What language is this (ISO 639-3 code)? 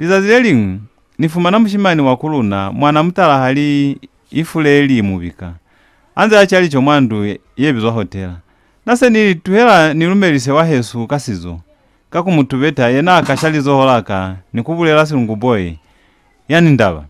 loz